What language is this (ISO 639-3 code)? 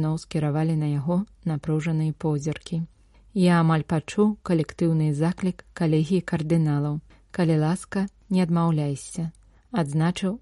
bel